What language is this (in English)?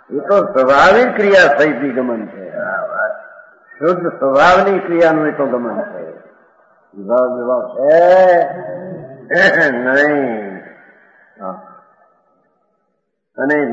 Gujarati